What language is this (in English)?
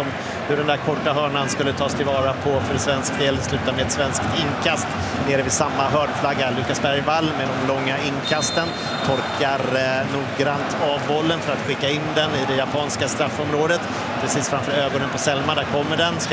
Swedish